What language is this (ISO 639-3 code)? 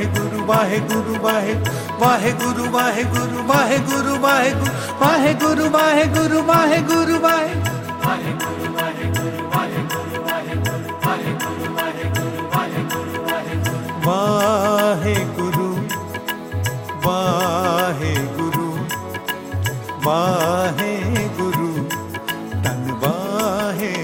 hin